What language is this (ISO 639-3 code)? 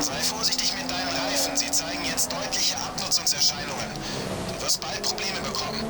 bar